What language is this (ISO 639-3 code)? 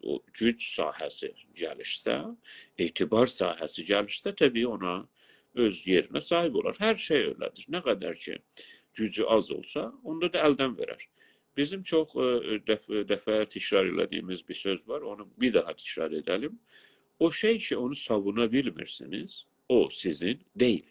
azb